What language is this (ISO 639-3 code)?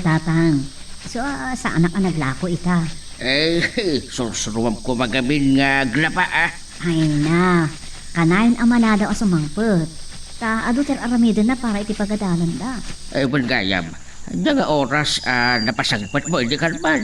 ilo